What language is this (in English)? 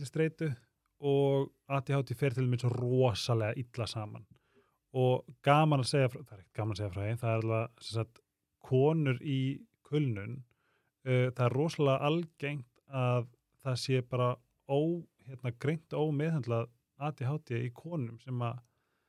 Icelandic